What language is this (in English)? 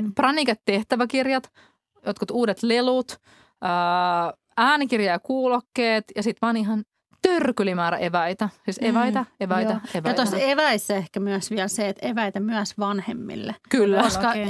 Finnish